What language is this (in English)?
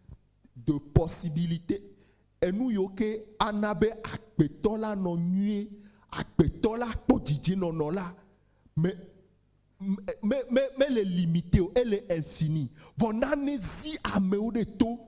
Ewe